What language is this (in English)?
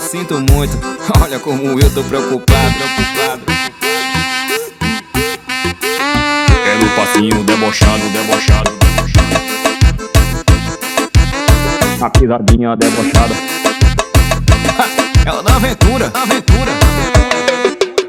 Portuguese